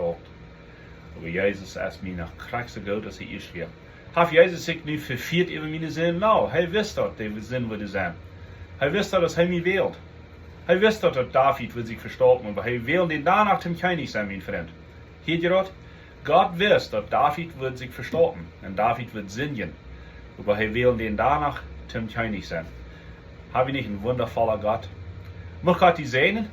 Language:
Plautdietsch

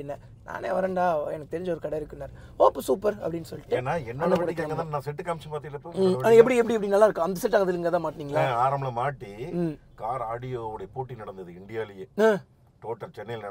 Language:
Tamil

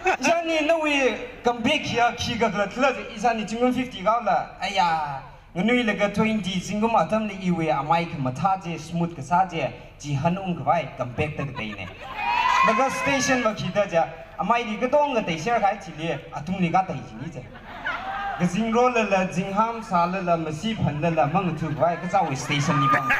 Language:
Tangkhul Naga (India)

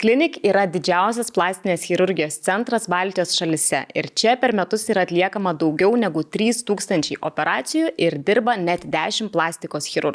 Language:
Lithuanian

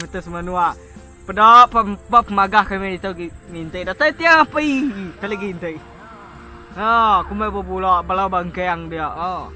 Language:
Iban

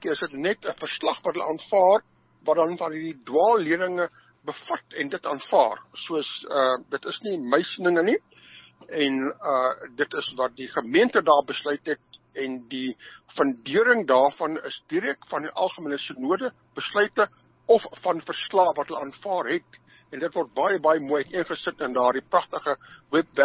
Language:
Afrikaans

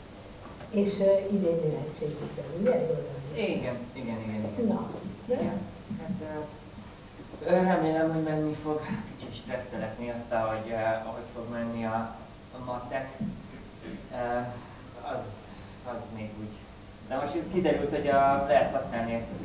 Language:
Hungarian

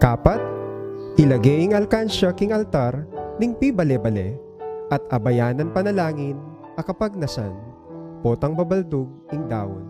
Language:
Pampanga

